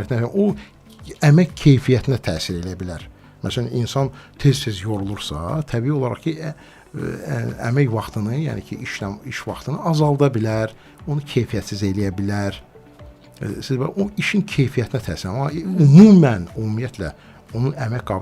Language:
Azerbaijani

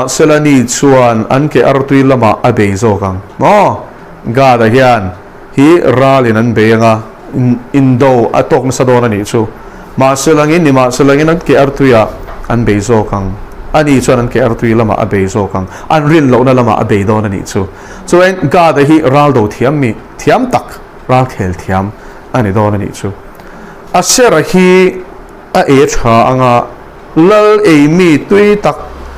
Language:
Mizo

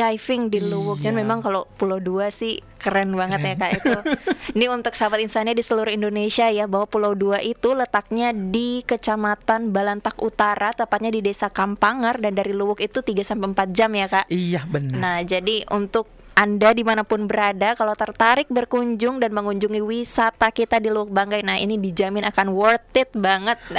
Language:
Indonesian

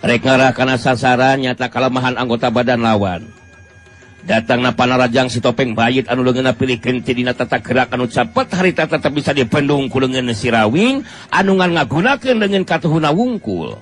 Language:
Sundanese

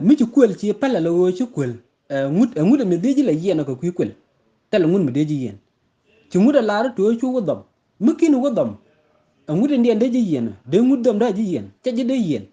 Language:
Nuer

